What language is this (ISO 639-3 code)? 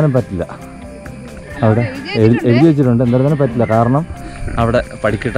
mal